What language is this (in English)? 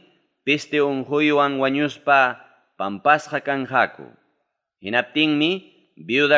Ayacucho Quechua